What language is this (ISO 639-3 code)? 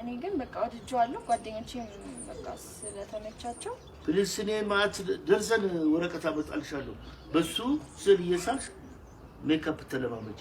amh